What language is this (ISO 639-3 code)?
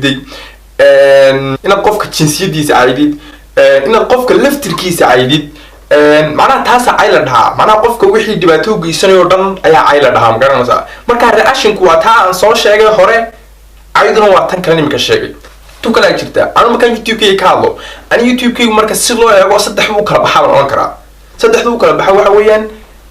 som